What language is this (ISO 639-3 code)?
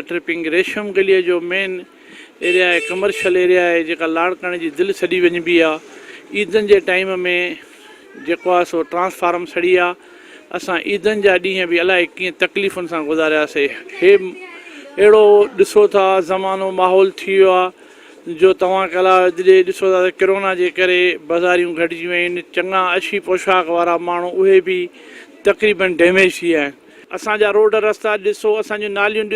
snd